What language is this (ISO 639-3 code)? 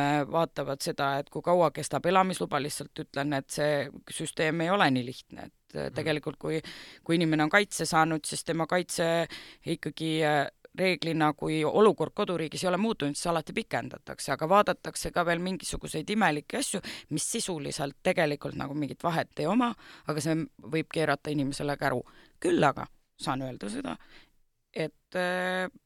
est